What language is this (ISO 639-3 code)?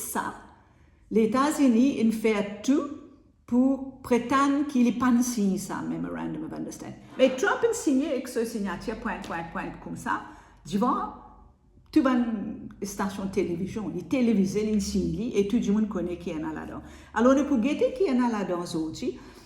mfe